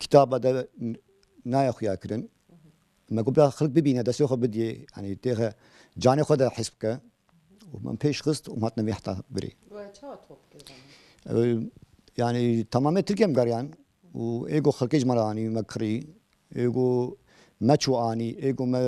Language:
Kurdish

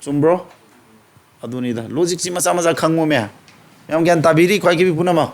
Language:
Manipuri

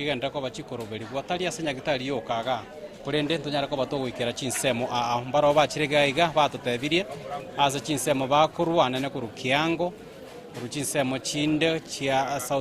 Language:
Gusii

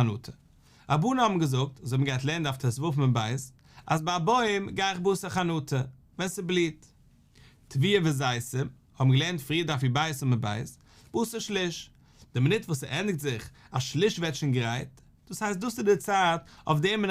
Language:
Yiddish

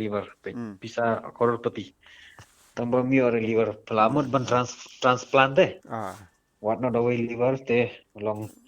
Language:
Khasi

